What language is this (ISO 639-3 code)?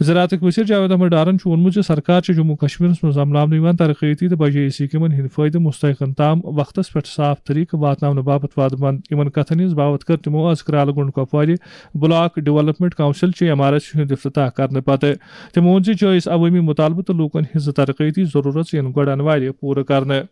kas